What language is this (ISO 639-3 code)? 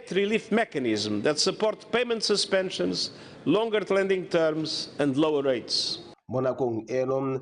tsn